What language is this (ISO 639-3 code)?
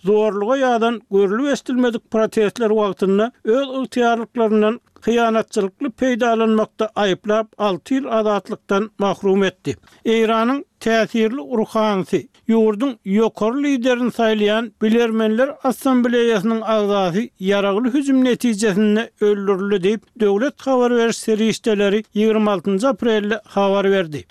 tuk